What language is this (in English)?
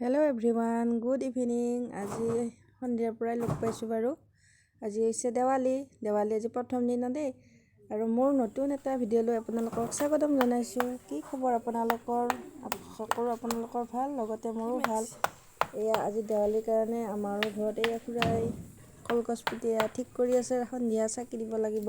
Assamese